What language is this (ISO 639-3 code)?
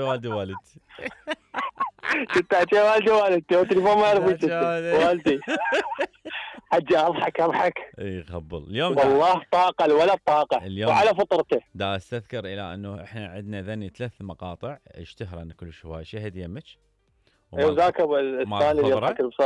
acm